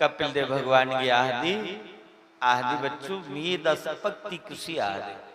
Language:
Dogri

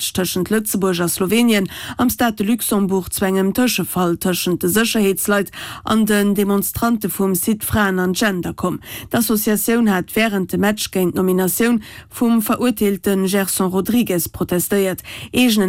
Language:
Luxembourgish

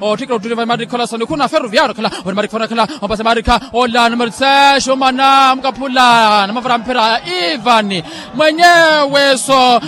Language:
Makhuwa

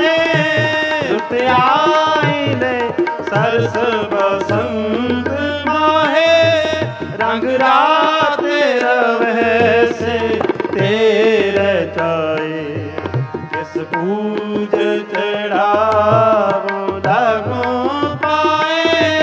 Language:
Punjabi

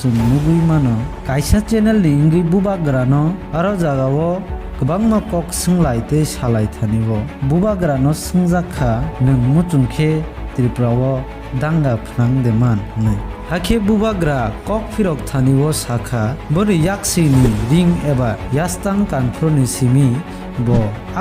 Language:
Kok Borok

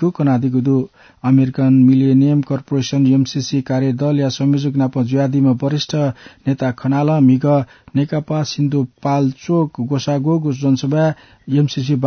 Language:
Newari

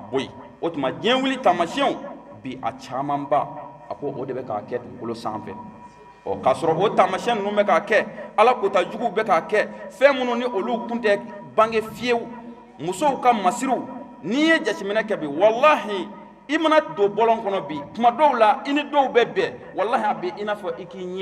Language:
Bambara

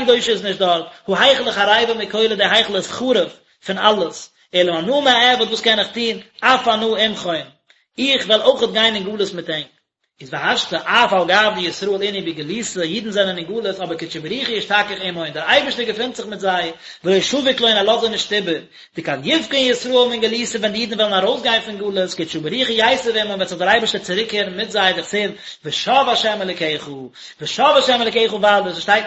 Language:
Yiddish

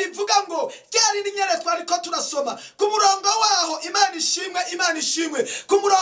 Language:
Rundi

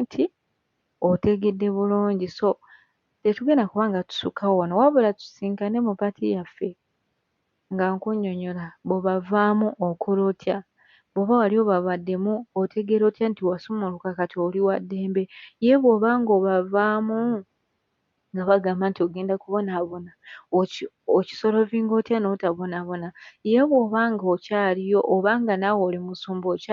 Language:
Ganda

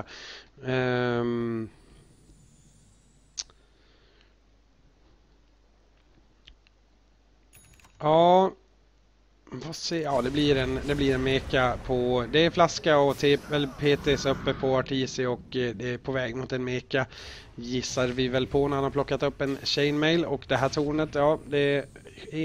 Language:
Swedish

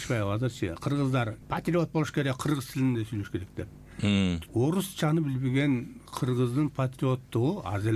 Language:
Kyrgyz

